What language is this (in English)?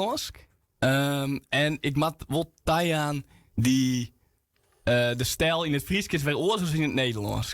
Western Frisian